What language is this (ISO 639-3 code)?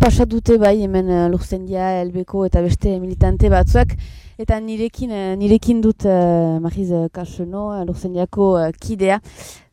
eus